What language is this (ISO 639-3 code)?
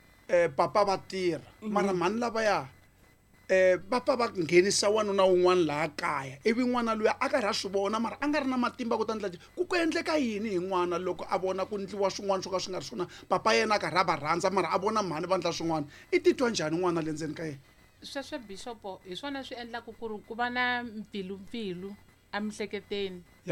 tso